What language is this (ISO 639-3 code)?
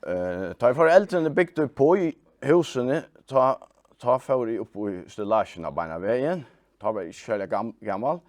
fao